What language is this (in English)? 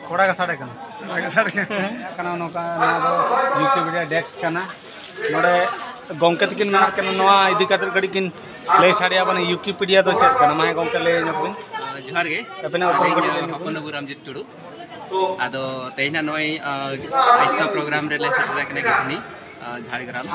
Santali